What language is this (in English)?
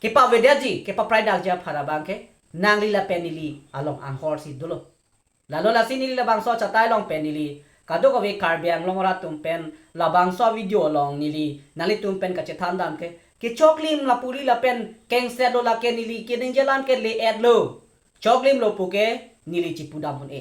Karbi